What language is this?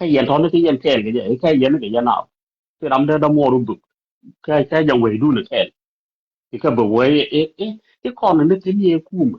Nuer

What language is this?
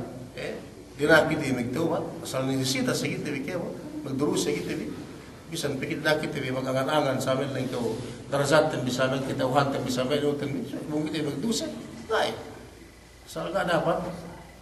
Yakan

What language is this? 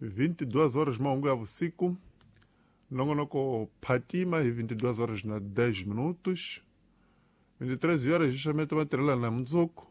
Tsonga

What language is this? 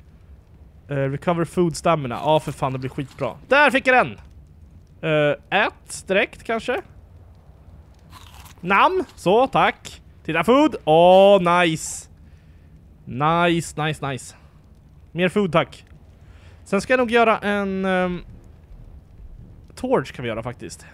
Swedish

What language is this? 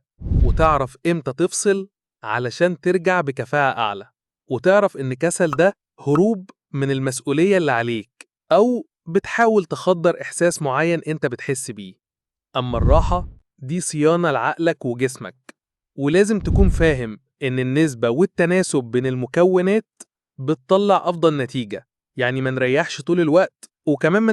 Egyptian Arabic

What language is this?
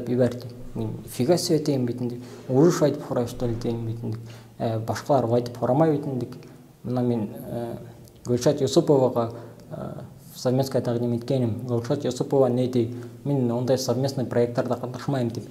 Bashkir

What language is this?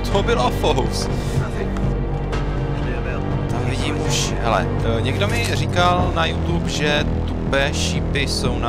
Czech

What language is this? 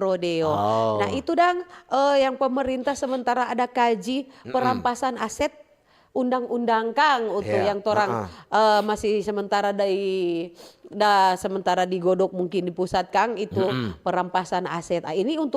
Manado Malay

